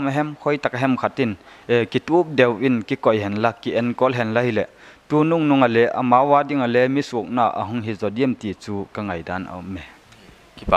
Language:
Paite Chin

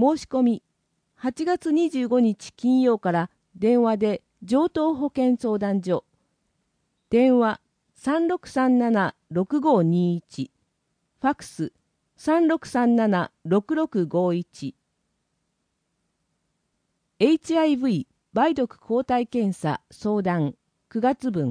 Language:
Japanese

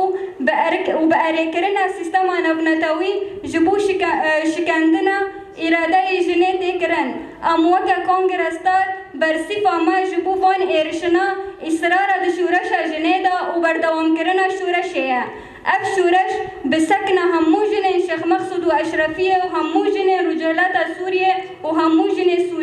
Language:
Kurdish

